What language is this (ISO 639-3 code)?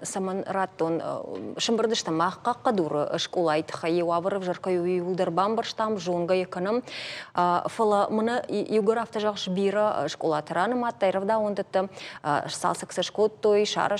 oss